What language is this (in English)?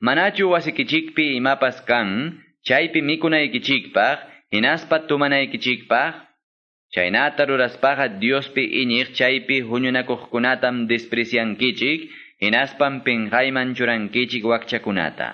Quechua